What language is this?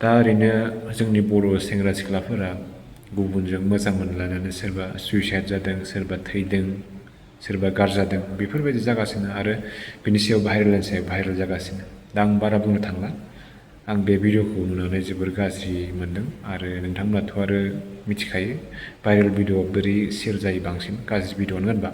Bodo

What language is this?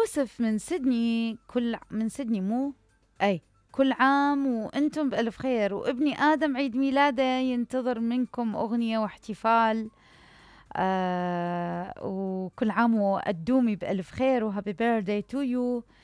Mesopotamian Arabic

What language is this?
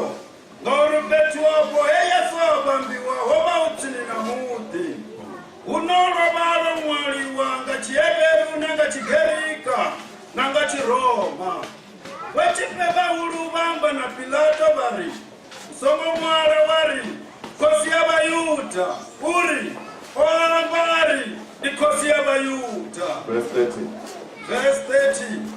Venda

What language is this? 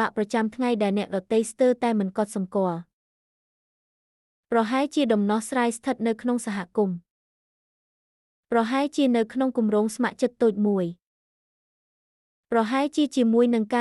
Khmer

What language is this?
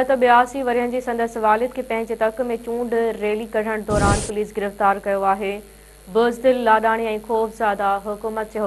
Sindhi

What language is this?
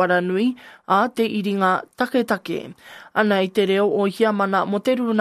Māori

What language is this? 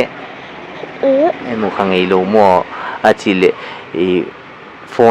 Paite Chin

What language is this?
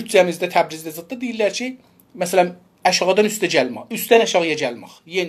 South Azerbaijani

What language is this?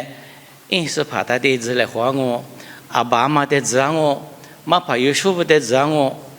Lisu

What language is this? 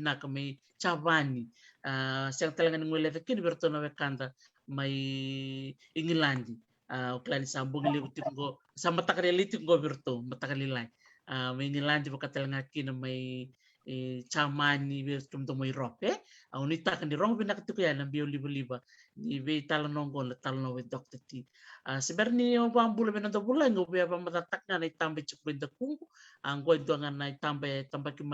Fijian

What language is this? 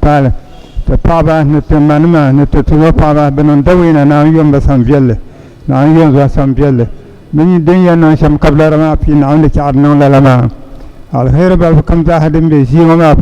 Dagbani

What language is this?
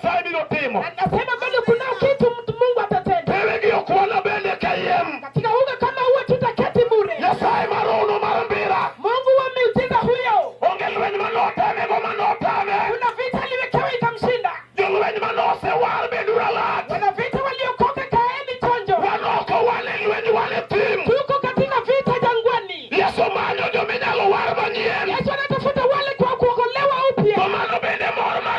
Luo (Kenya and Tanzania)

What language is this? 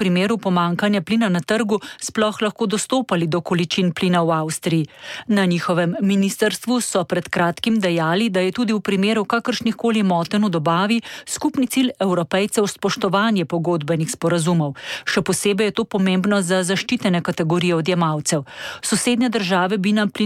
Slovenian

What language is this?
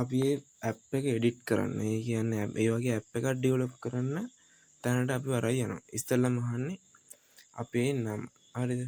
Sinhala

